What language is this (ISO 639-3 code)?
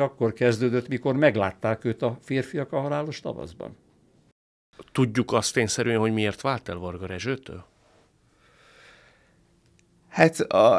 hun